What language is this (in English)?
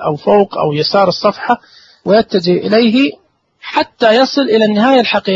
Najdi Arabic